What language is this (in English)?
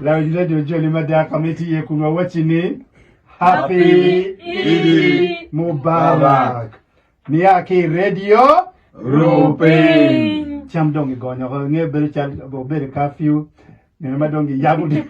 Acoli